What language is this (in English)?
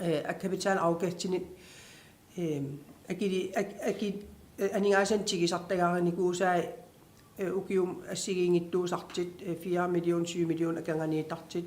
Kalaallisut